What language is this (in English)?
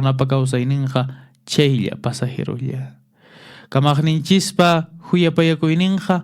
Quechua